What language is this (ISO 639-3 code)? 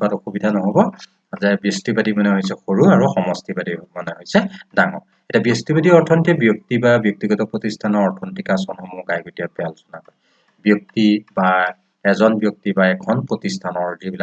asm